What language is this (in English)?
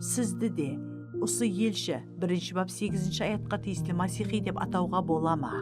Kara-Kalpak